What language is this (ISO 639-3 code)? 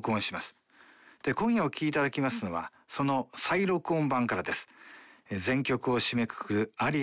jpn